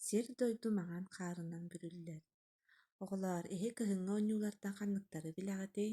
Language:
Yakut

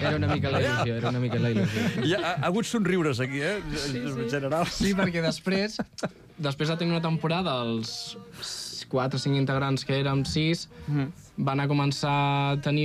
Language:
Catalan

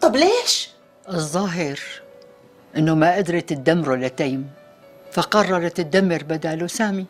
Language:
North Levantine Arabic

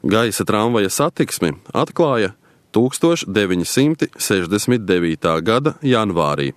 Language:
Latvian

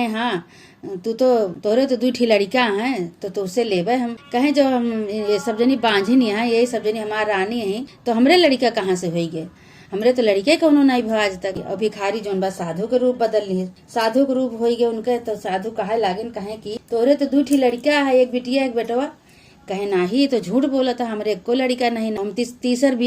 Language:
Awadhi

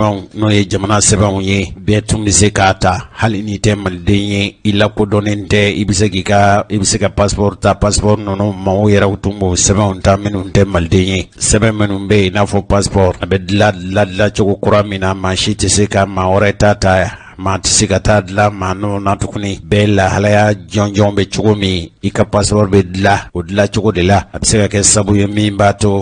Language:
Bambara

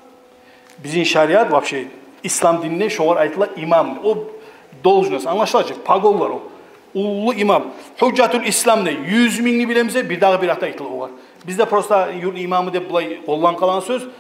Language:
Kumyk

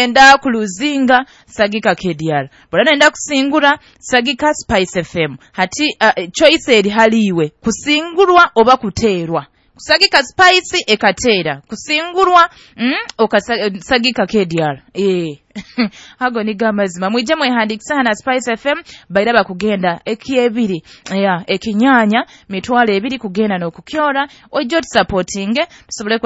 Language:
Nyoro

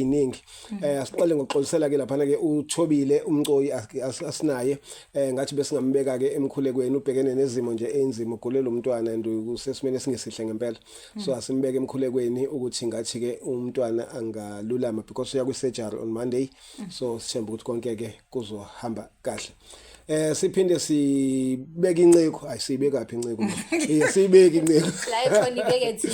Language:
Zulu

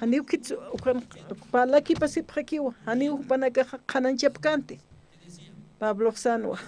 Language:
Aymara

